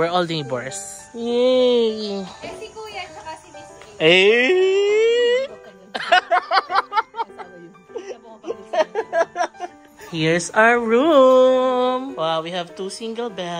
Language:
Filipino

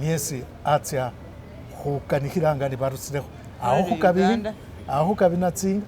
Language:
Masaaba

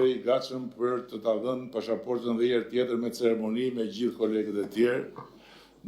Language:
Albanian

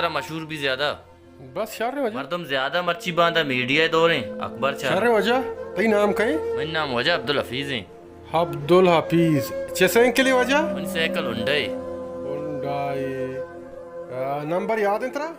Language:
Baluchi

